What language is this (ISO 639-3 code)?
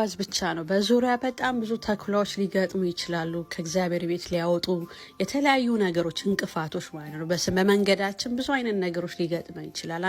amh